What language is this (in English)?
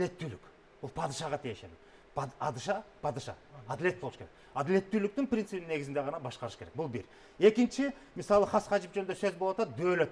Kyrgyz